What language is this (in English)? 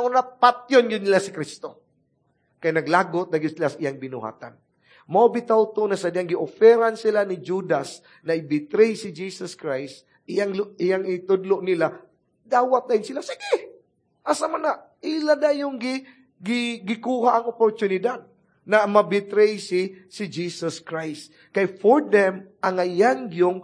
Cebuano